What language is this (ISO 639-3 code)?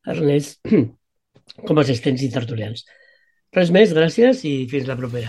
cat